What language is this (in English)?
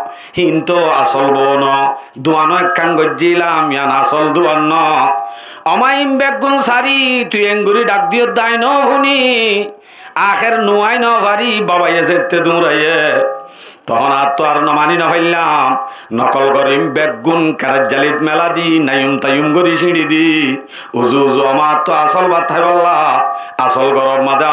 Rohingya